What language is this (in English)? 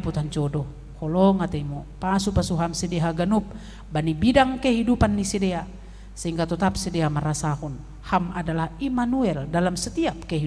Batak Simalungun